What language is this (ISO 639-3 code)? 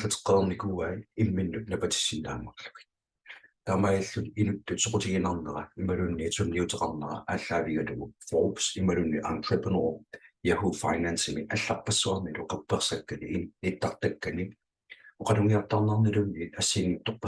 kal